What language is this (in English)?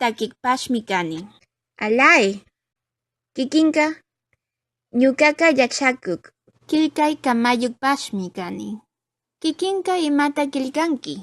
Chimborazo Highland Quichua